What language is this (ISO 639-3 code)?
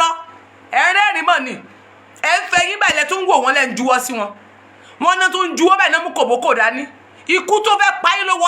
yor